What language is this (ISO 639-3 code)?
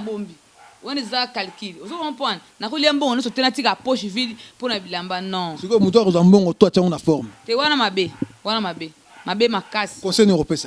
lin